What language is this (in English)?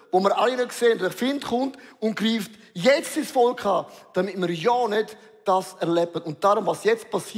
Swiss German